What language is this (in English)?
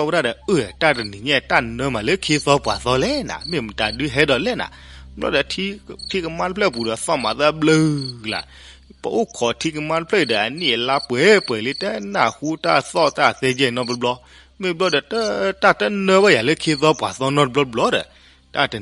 S'gaw Karen